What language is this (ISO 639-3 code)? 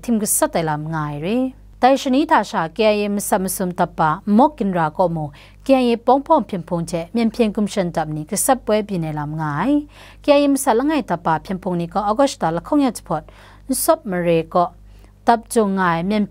kac